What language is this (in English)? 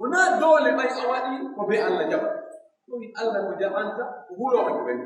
Pular